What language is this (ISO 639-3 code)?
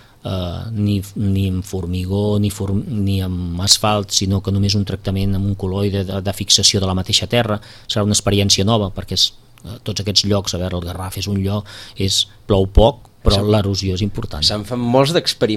cat